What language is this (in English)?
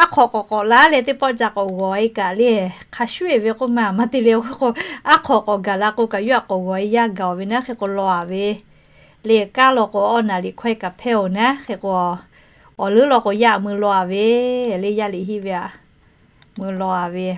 Lahu